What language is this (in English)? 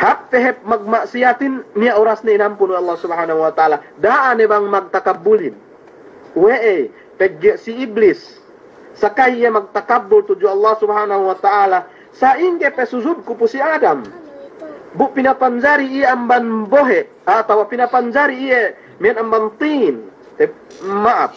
Yakan